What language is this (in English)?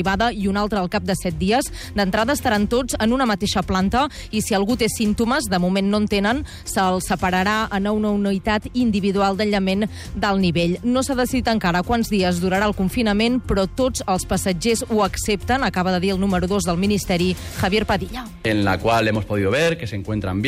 Catalan